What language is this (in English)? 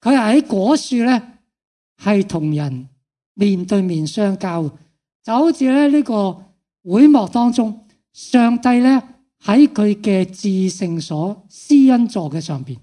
Cantonese